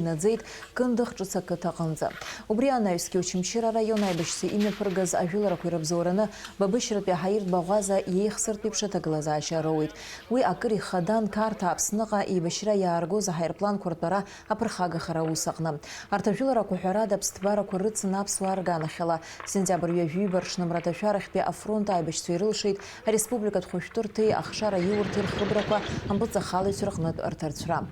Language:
Abkhazian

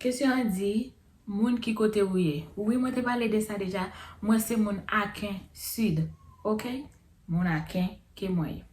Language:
Haitian Creole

